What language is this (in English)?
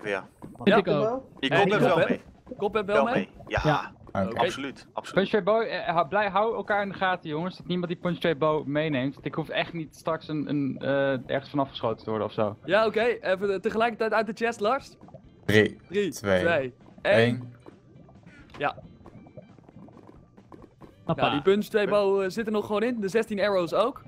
Dutch